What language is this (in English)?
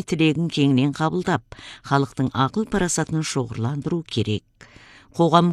Kazakh